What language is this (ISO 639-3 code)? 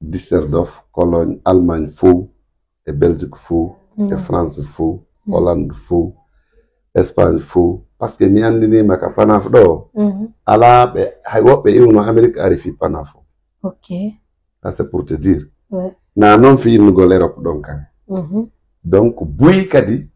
ful